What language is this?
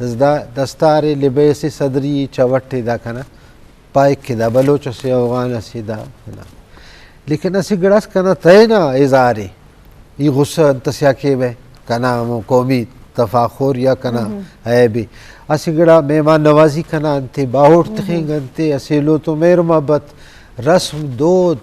Eastern Balochi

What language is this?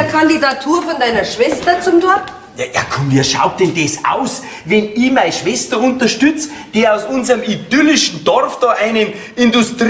Bavarian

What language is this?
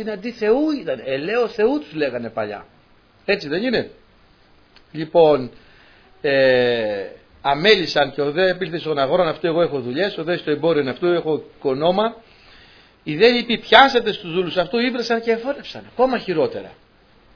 Greek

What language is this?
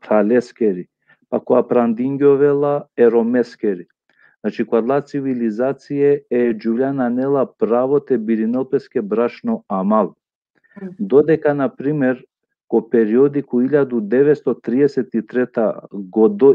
Balkan Romani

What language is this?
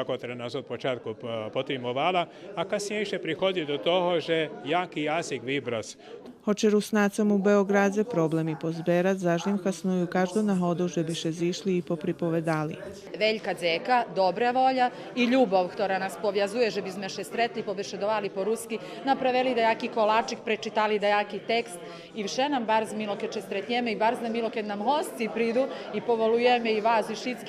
Rusyn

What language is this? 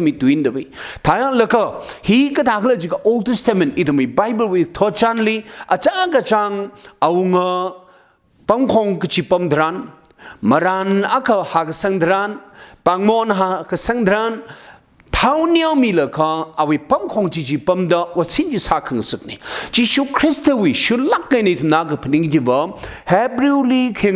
Tangkhul Naga (India)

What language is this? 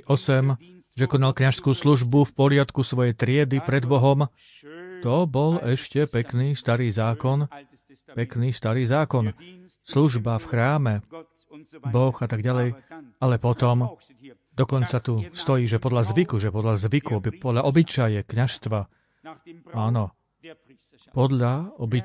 Slovak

